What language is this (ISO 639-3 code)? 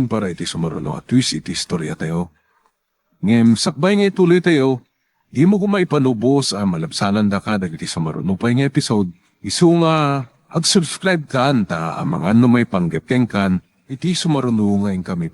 ilo